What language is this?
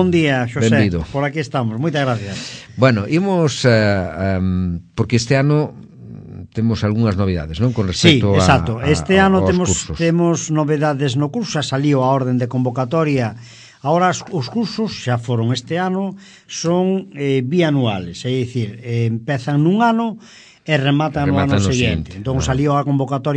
Galician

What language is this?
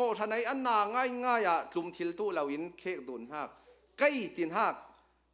Hakha Chin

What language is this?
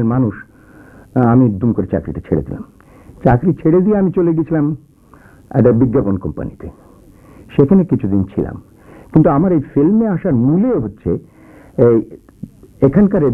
Bangla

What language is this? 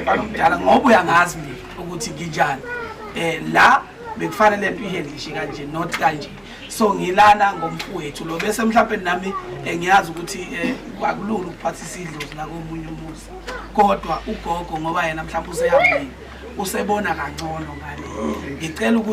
Zulu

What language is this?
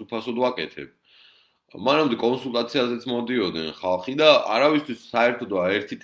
Georgian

